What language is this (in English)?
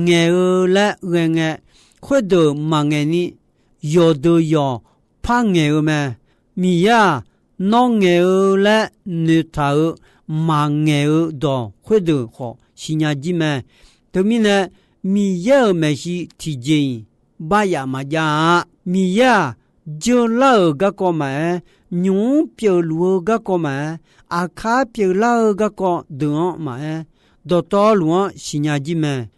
Akha